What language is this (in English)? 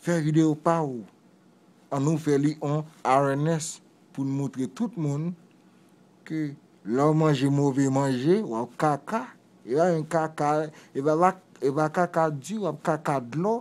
Haitian Creole